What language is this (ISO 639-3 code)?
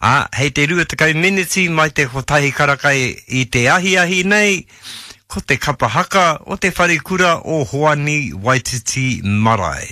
mri